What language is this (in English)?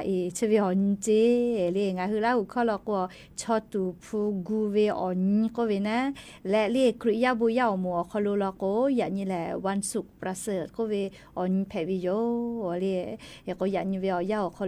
Lahu